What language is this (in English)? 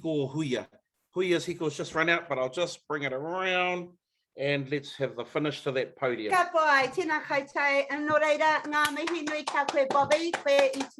Māori